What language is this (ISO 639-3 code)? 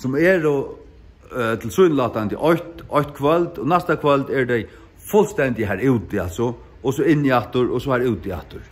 fao